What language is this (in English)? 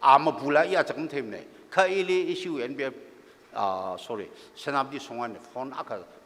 Tangkhul Naga (India)